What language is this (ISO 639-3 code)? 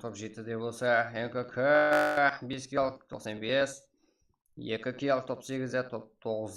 kaa